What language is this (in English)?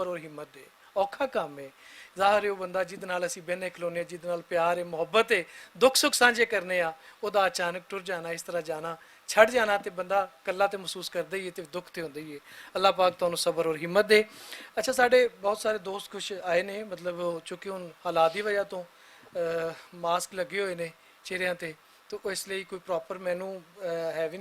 Western Panjabi